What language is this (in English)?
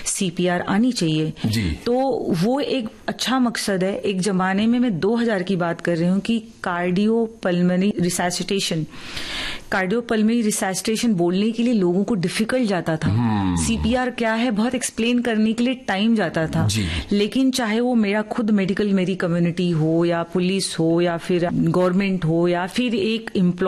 Hindi